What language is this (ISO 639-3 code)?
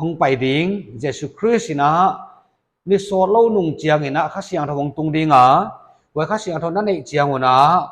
pck